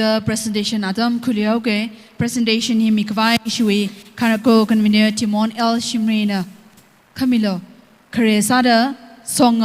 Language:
Tangkhul Naga (India)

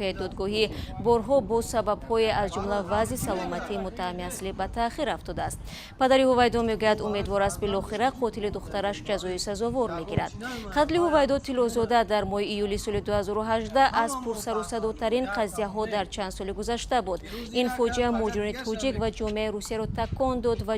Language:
Tajik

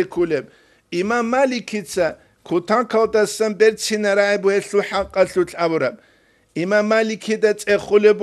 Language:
Avaric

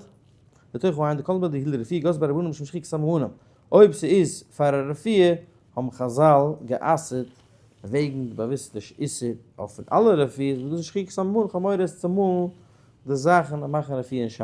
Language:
Yiddish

